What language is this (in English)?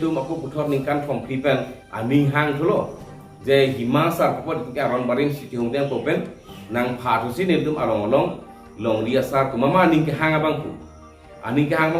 Karbi